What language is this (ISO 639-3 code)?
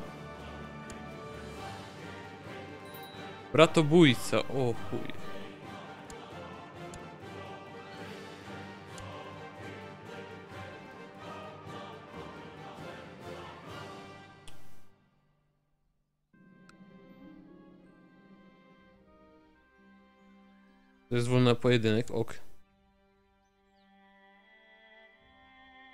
pol